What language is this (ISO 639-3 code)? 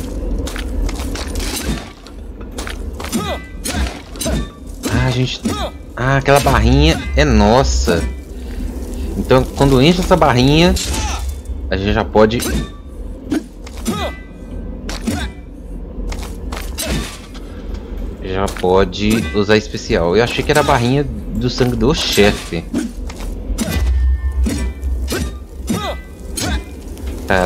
por